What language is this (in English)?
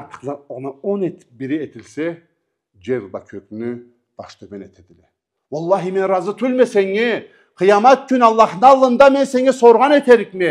Karachay-Balkar